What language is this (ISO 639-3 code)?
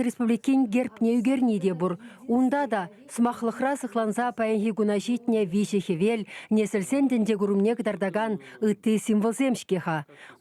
chv